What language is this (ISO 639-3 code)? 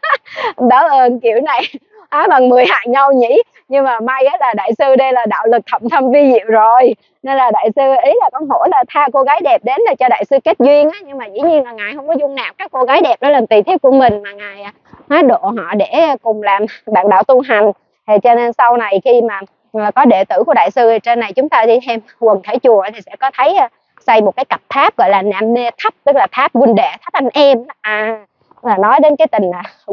vie